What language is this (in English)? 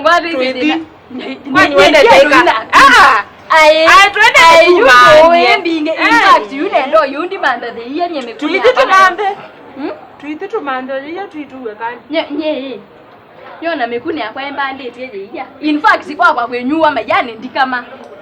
Kamba